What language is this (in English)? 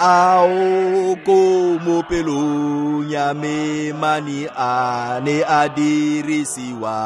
Tswana